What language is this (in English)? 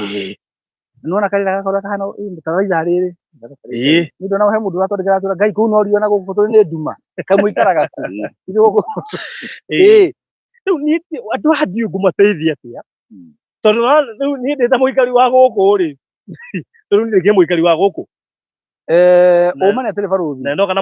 Kikuyu